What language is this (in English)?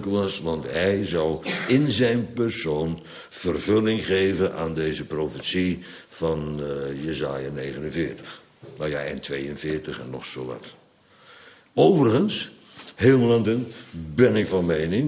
Dutch